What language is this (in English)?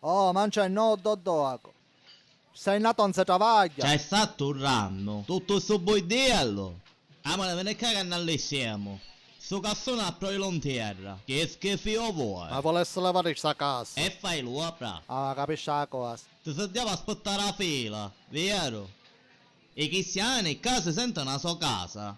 Sicilian